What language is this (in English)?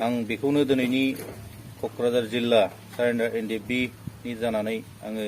Bodo